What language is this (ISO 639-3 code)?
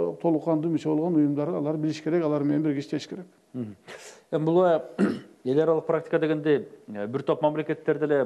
kir